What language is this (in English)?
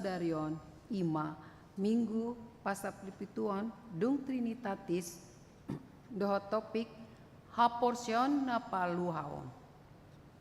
Batak Toba